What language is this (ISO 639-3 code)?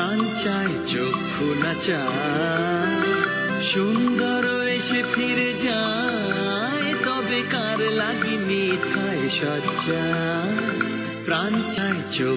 ben